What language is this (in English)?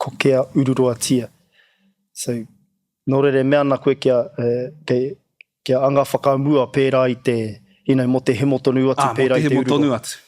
Māori